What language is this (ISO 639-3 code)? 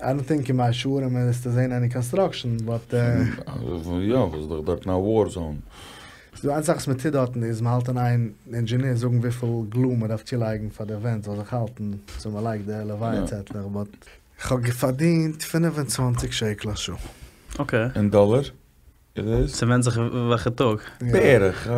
yid